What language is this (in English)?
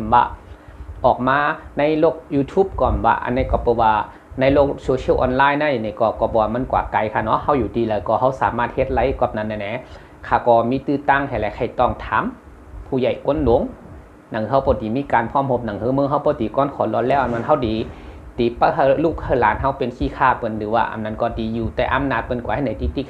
Shan